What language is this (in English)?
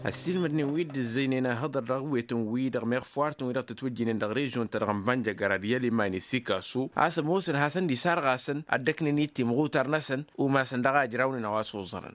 Tamasheq